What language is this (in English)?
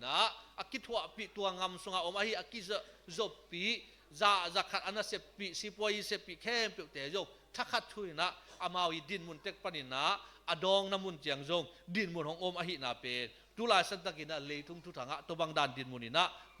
Tedim Chin